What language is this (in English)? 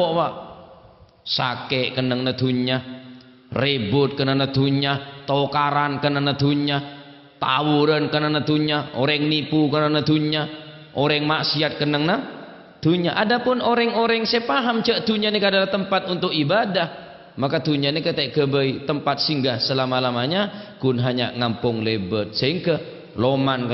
Madurese